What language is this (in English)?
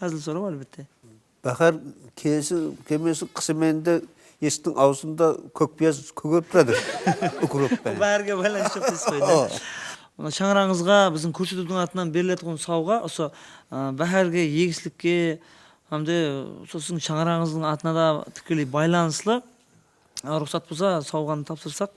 Kara-Kalpak